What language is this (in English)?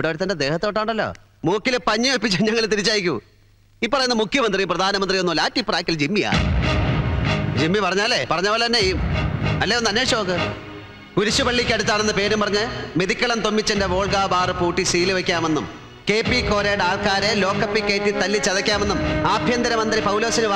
Malayalam